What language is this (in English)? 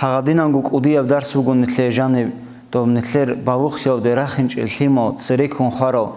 Avaric